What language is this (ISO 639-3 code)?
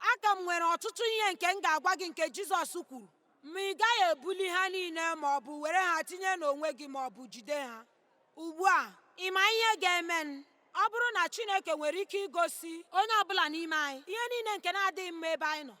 ibo